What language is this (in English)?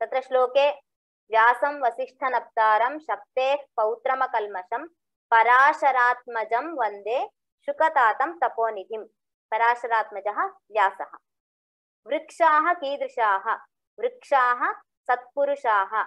Sanskrit